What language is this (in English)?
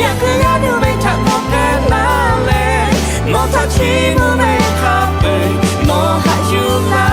Lahu